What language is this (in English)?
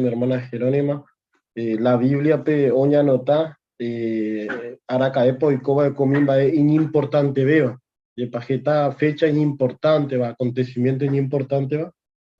Guarani